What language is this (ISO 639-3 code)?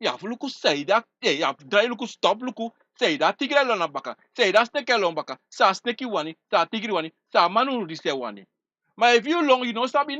srn